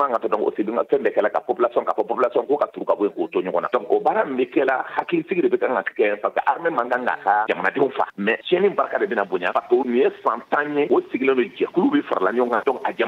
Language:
Bambara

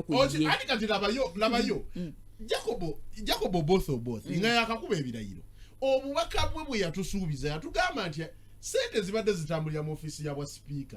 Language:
Ganda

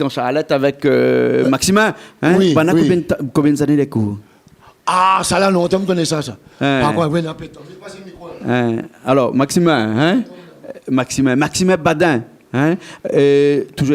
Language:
Réunion Creole French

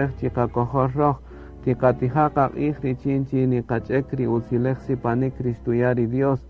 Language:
Kaqchikel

